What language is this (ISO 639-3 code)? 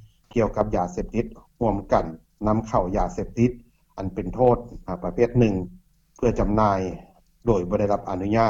lao